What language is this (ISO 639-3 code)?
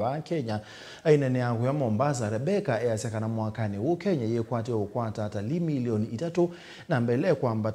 kam